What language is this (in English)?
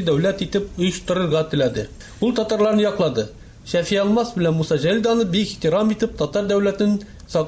Tatar